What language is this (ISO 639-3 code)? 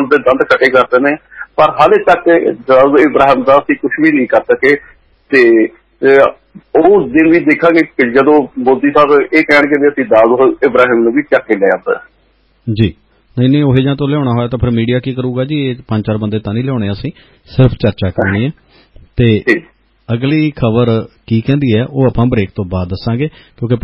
pan